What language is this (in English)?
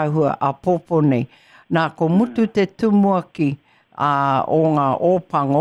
Māori